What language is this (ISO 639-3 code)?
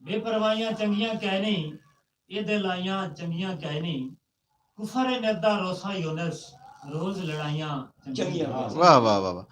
skr